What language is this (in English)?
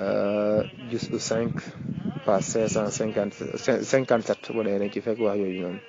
Wolof